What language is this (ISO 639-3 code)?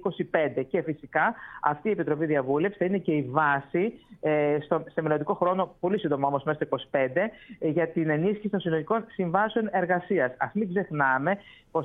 ell